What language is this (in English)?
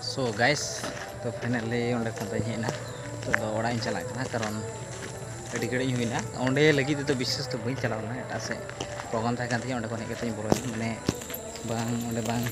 Santali